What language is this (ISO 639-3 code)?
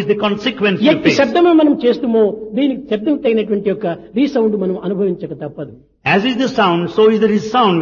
tel